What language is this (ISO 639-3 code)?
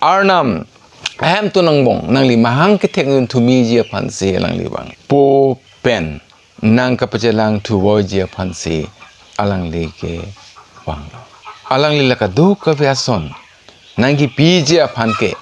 mjw